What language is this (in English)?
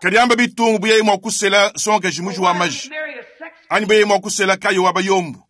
Luba-Lulua